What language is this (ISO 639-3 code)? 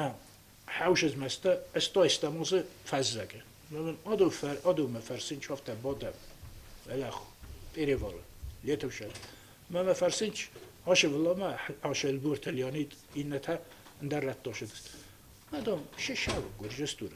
oss